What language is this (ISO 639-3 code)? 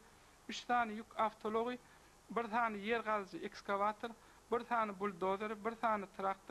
tuk